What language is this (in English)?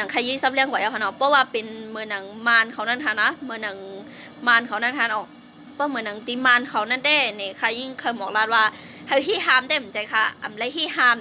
Shan